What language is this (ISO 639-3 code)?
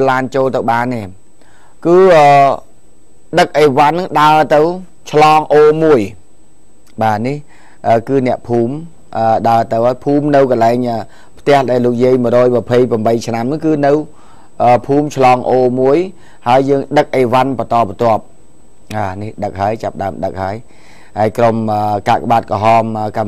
khm